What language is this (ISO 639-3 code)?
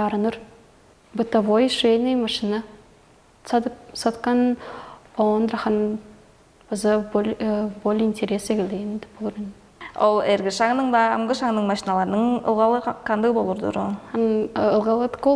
tyv